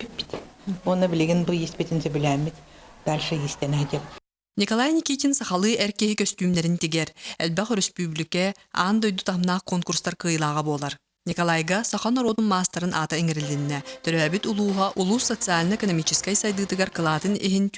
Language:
Yakut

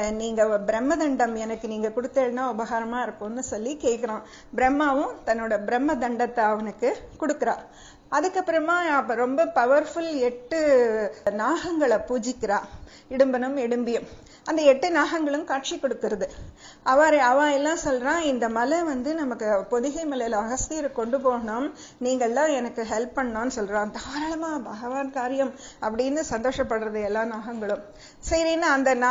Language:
Tamil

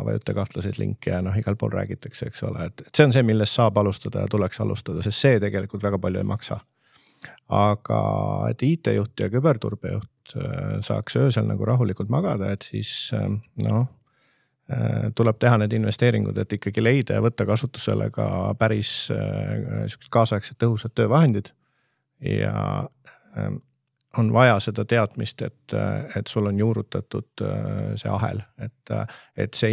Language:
Estonian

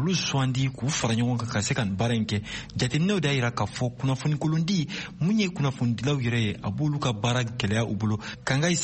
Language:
Bambara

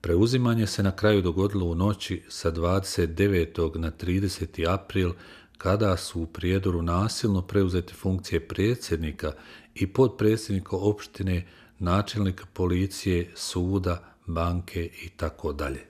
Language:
Bosnian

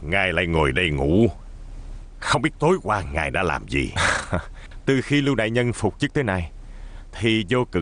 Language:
Vietnamese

